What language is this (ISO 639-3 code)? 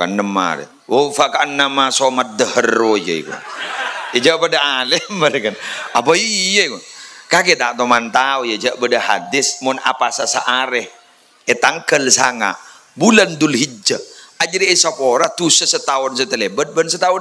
mad